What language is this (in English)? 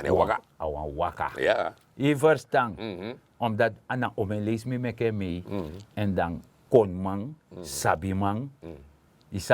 Sranan Tongo